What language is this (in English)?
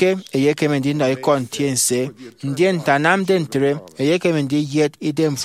Efik